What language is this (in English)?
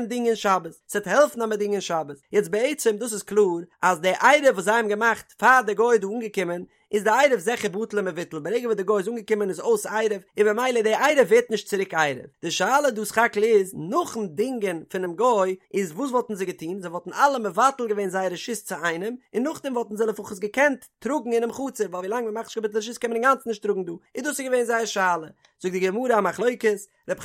Yiddish